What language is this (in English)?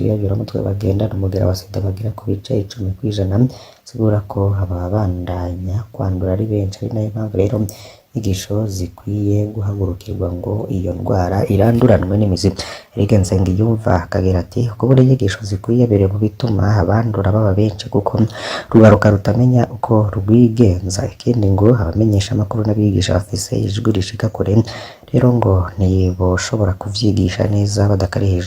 Rundi